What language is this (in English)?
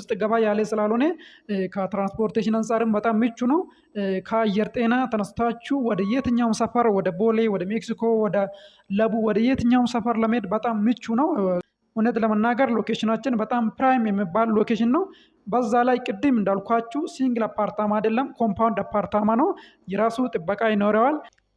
Amharic